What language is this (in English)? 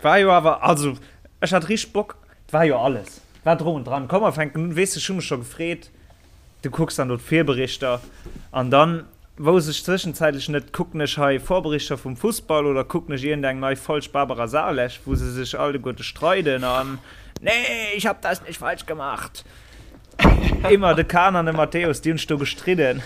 Luxembourgish